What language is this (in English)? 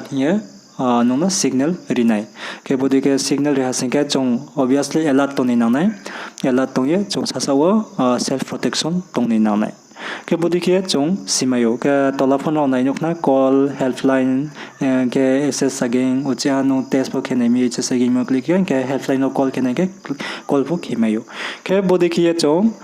Riang (India)